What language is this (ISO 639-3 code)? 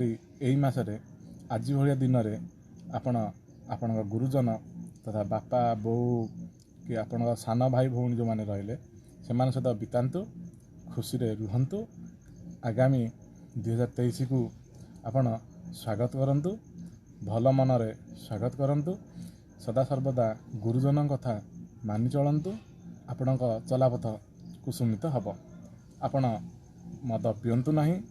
ori